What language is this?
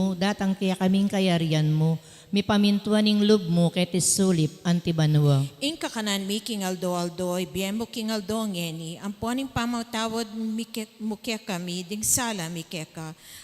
Pampanga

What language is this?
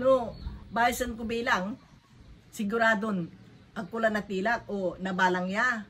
Pangasinan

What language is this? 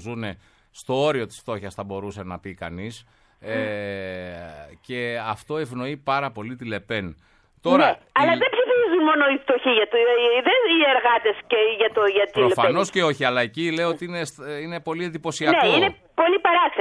Greek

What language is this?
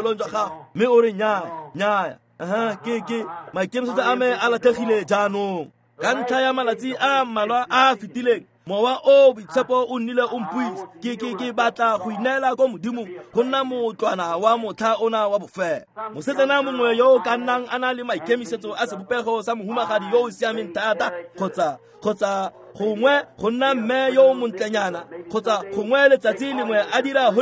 Tswana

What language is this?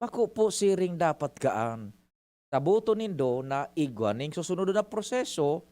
Bikol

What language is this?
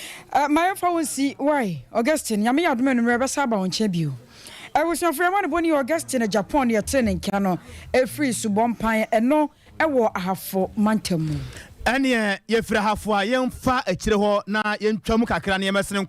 Akan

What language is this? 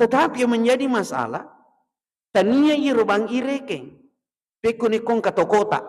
Buginese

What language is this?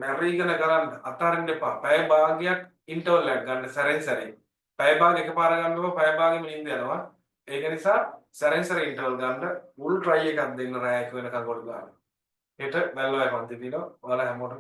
Sinhala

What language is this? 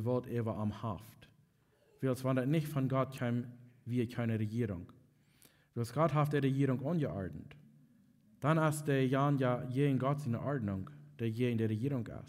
Plautdietsch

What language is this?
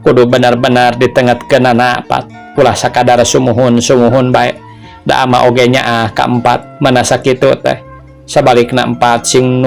Sundanese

